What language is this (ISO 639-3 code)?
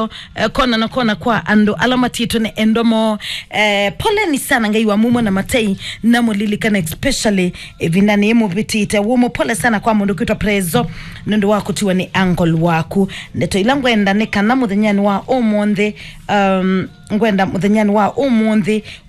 kam